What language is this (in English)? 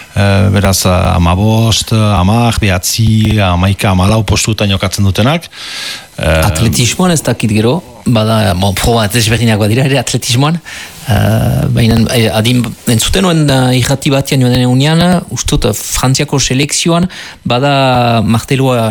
Basque